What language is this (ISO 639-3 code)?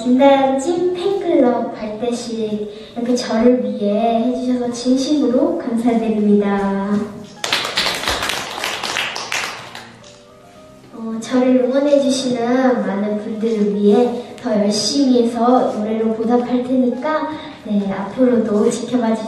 kor